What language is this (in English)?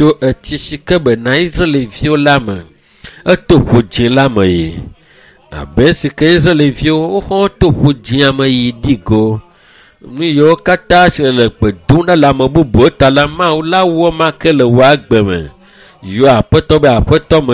Ewe